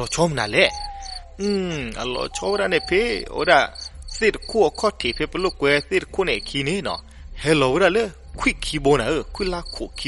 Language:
S'gaw Karen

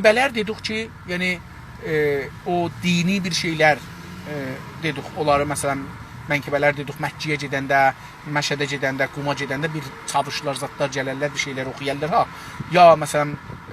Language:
South Azerbaijani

